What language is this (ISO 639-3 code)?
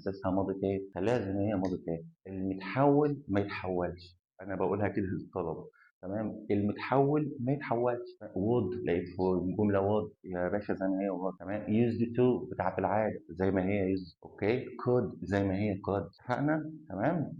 arz